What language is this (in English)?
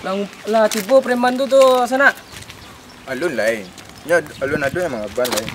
Minangkabau